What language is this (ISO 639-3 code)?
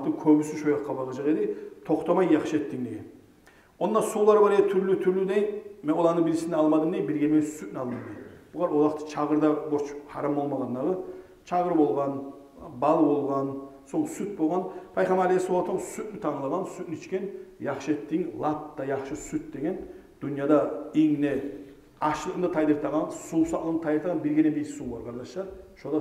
kum